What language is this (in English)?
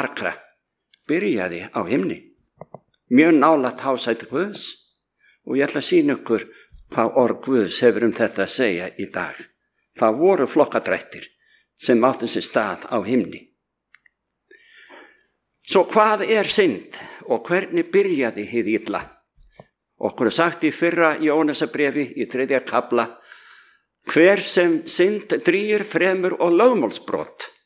Icelandic